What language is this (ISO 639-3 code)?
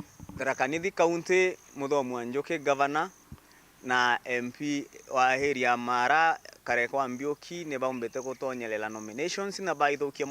mer